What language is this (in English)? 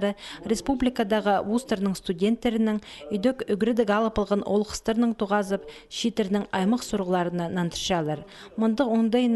Khakas